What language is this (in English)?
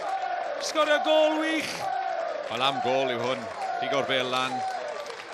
Welsh